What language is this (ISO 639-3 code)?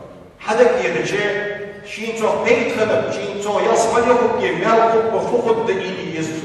inh